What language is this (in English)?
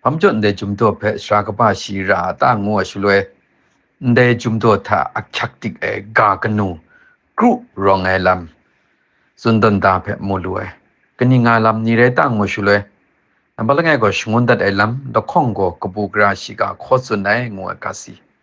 Kachin